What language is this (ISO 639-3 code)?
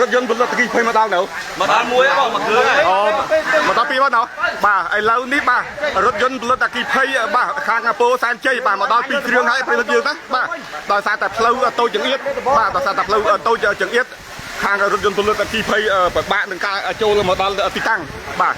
khm